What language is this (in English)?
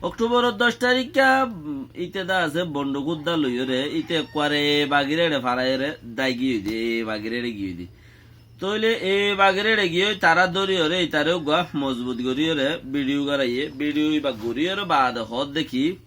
Rohingya